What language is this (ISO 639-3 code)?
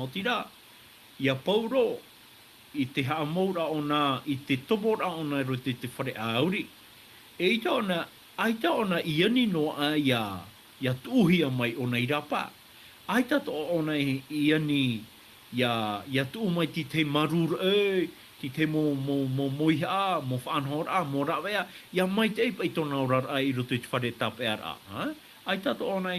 tah